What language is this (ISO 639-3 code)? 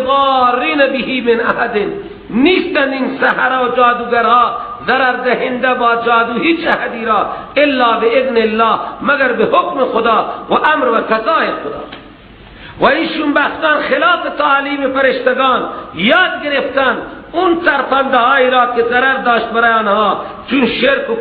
fas